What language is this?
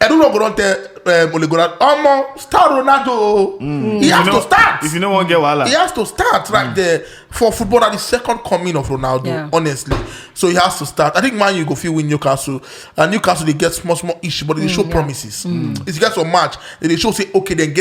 Nigerian Pidgin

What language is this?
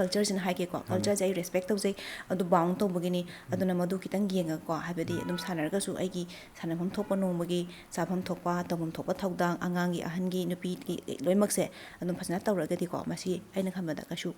Manipuri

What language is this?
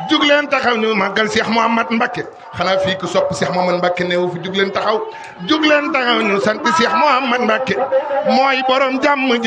Wolof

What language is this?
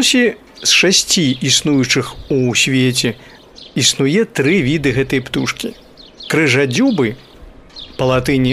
Belarusian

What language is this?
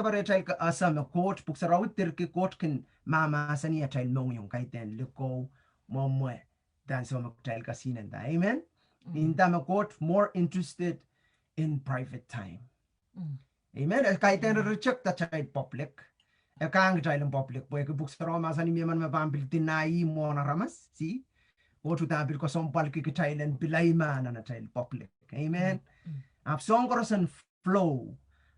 Pohnpeian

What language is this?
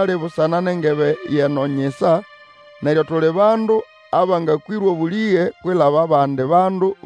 Nande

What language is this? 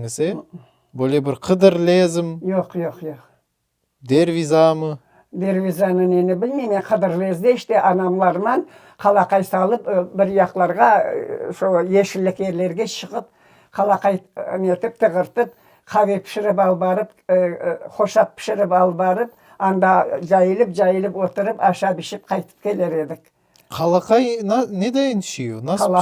Crimean Tatar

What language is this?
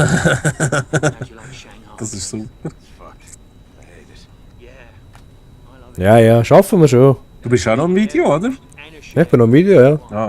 Swiss German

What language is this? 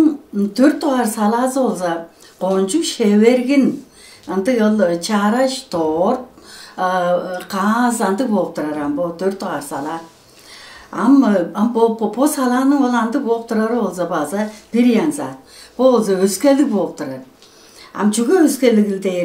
Tuvinian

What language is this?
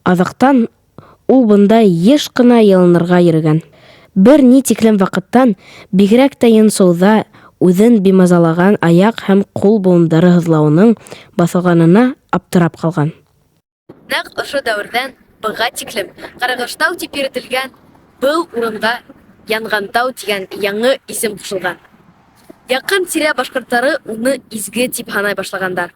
Bashkir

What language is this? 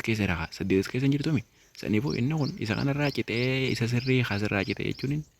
Oromo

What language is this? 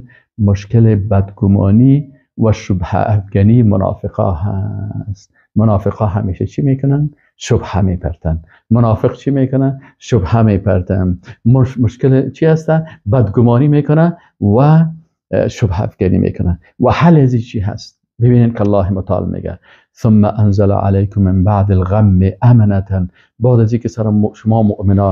Persian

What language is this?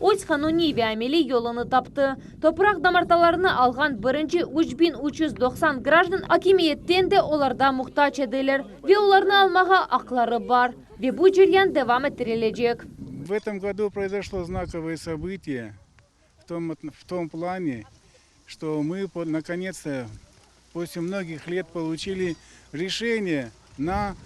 Crimean Tatar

